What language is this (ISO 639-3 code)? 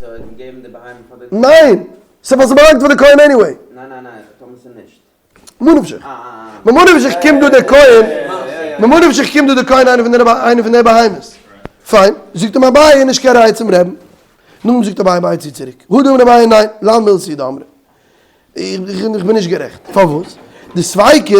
yid